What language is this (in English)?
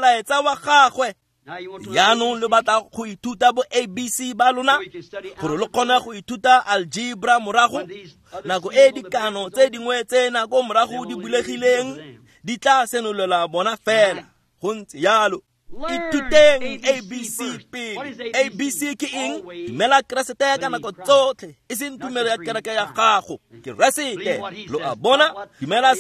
Tswana